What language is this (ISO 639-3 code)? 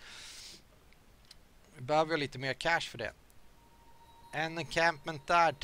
swe